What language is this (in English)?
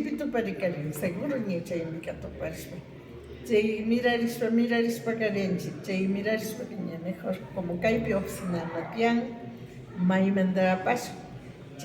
Imbabura Highland Quichua